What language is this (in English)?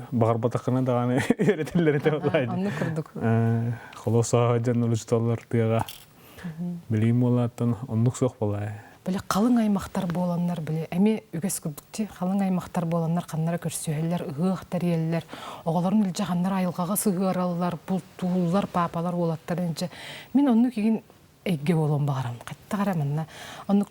Yakut